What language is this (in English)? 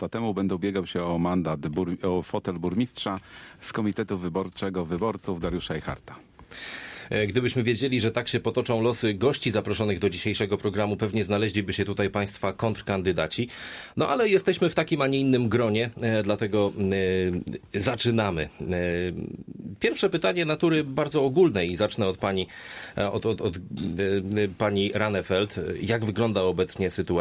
Polish